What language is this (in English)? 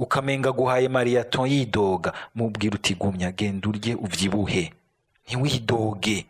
Rundi